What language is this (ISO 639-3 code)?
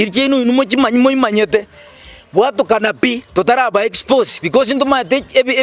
guz